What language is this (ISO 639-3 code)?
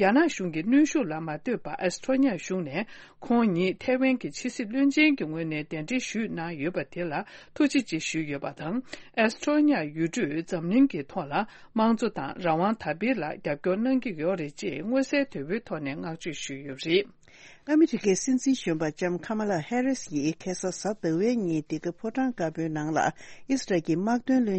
bod